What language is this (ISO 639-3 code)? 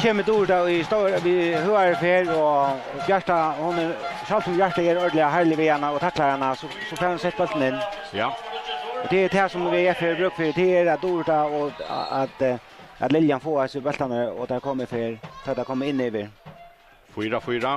fao